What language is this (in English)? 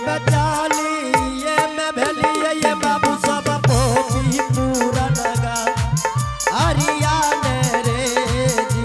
Angika